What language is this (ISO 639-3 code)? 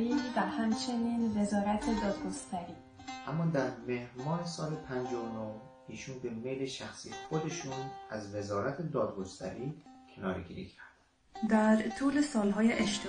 fas